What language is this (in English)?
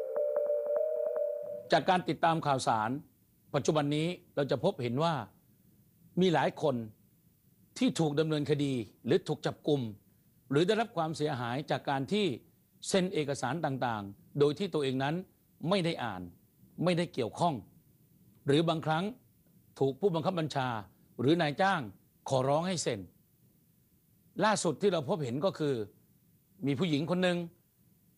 Thai